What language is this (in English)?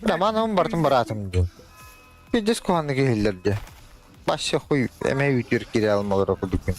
Yakut